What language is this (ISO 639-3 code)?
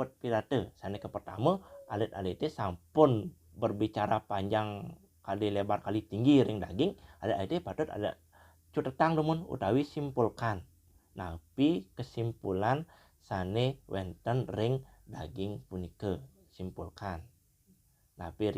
ban